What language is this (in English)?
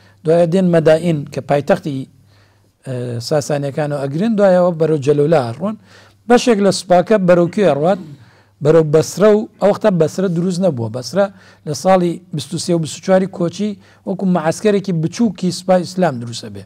Central Kurdish